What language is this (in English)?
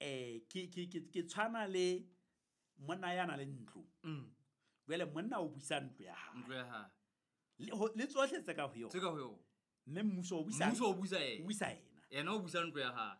Southern Sotho